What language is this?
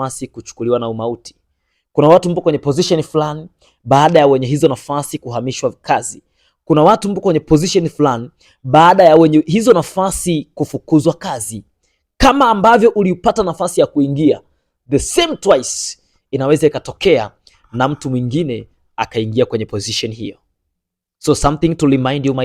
Swahili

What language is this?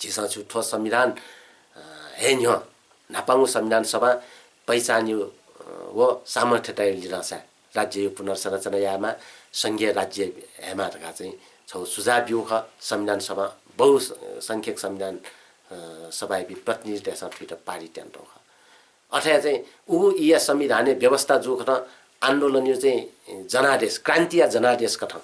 Newari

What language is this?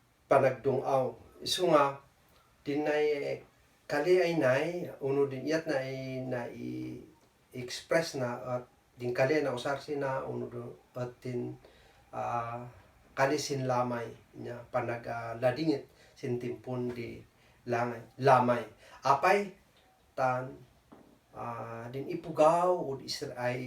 Kankanaey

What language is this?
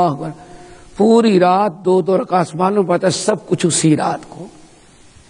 Urdu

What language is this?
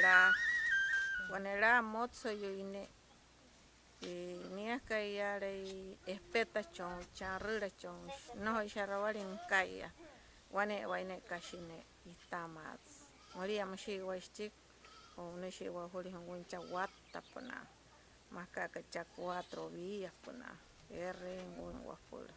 Wayuu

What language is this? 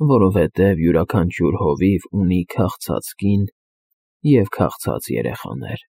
Armenian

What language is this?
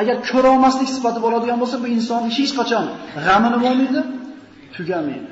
Uzbek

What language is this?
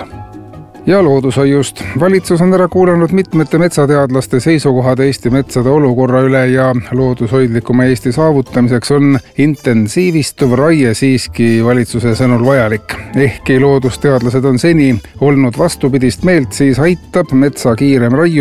Estonian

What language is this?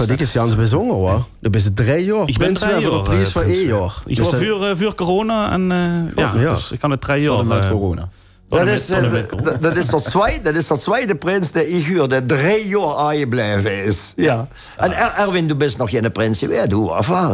Limburgish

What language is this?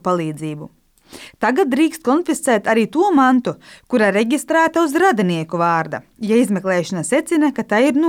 Latvian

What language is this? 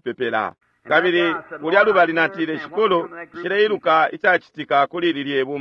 Bemba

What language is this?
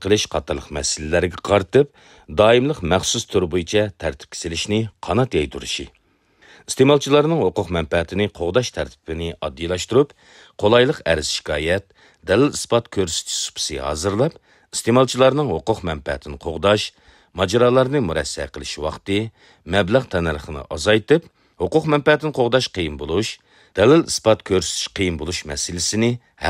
Uyghur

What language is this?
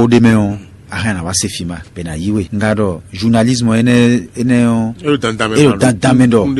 Fon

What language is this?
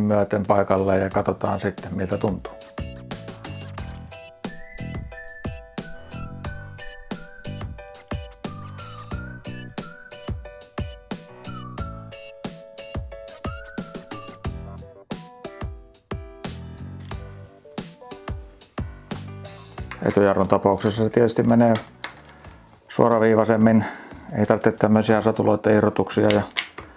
Finnish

